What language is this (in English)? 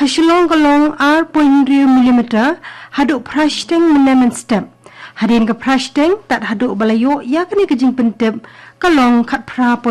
Khasi